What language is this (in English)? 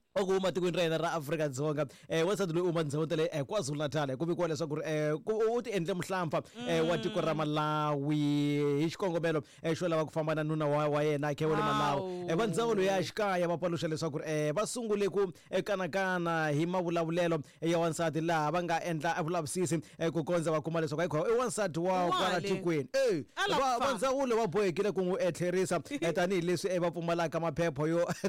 Tsonga